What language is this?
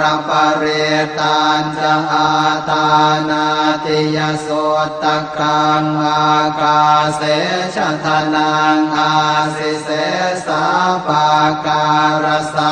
Pali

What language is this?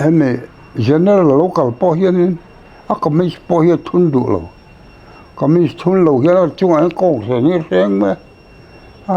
Mizo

